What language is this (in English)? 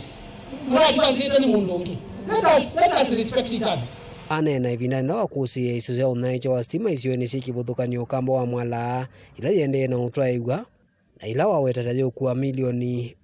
Kamba